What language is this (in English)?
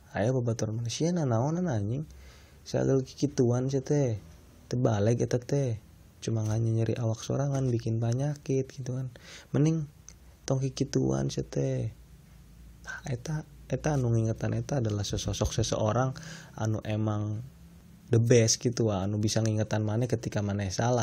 Sundanese